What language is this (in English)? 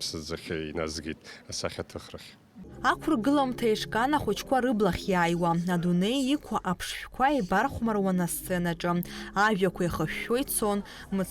Abkhazian